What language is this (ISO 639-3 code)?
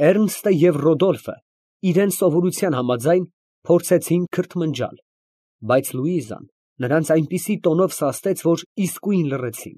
hye